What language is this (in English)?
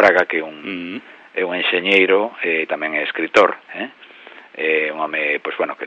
Galician